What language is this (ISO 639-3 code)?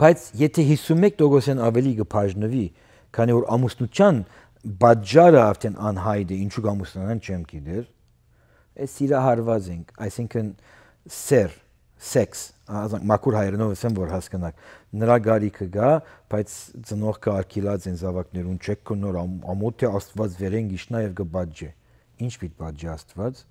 hyw